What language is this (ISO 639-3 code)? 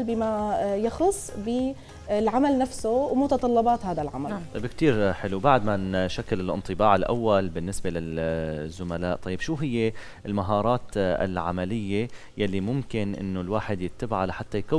apc